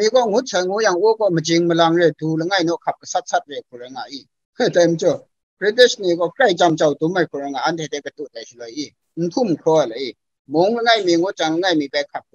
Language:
Kachin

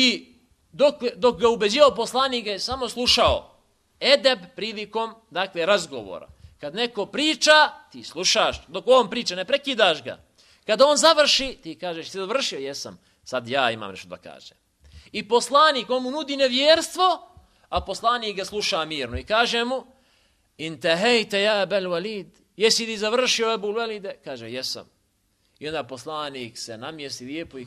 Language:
Bosnian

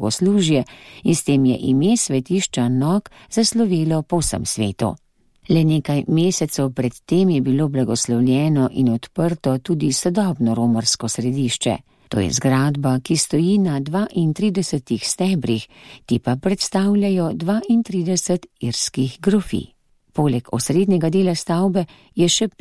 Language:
Slovenian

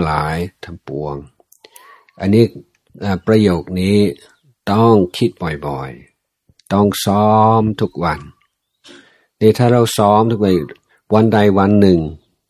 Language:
Thai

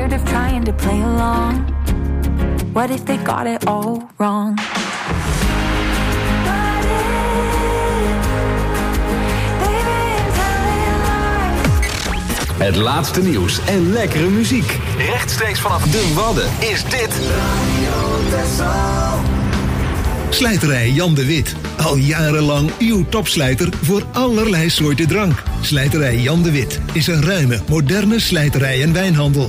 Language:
Dutch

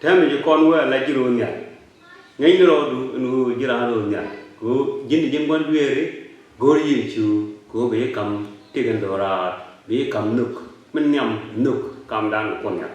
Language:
Nuer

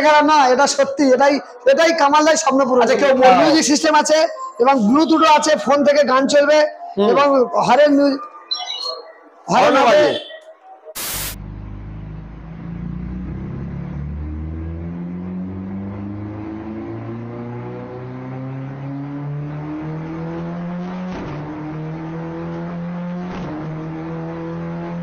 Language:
Bangla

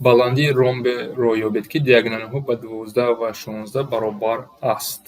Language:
Tajik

